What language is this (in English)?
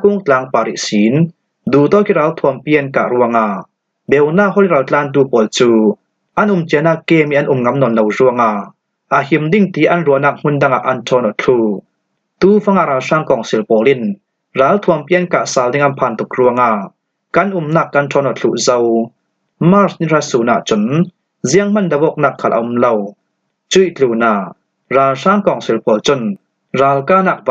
Falam Chin